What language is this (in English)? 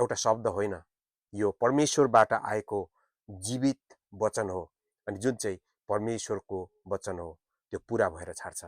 Nepali